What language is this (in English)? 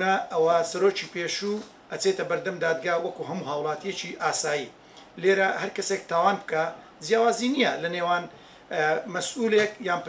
Central Kurdish